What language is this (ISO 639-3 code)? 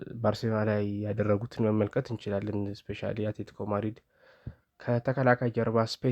amh